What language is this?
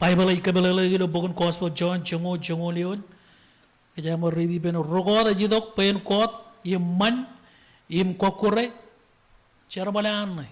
Marshallese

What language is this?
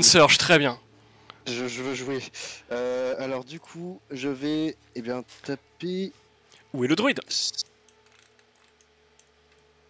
French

